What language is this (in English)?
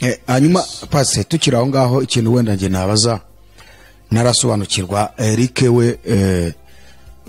Kinyarwanda